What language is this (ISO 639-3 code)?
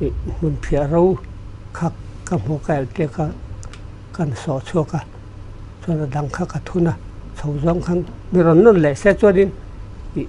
lus